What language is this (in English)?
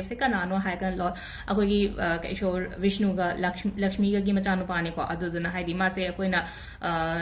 Manipuri